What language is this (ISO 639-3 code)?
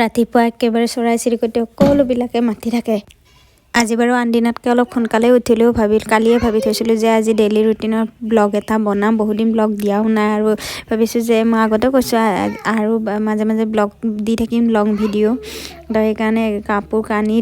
asm